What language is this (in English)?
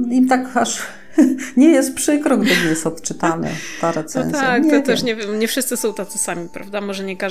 Polish